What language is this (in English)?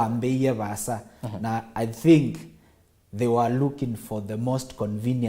Kamba